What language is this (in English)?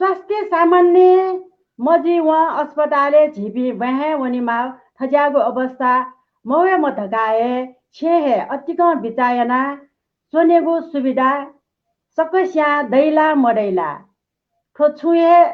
Newari